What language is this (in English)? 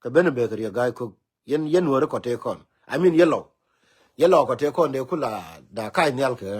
Nuer